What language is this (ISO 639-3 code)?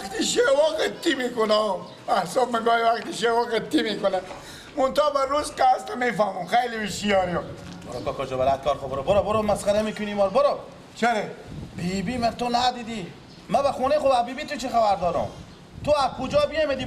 fas